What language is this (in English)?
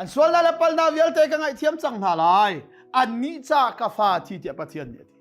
Hakha Chin